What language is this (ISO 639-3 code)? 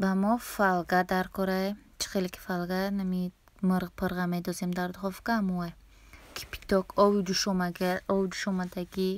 tgk